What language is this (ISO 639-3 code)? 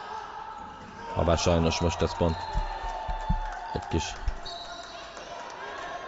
hun